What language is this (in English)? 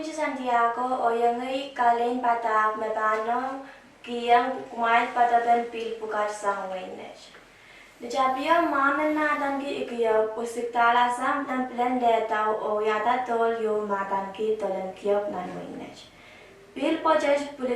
Pohnpeian